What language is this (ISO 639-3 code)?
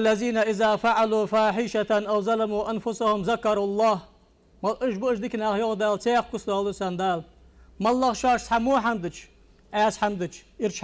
inh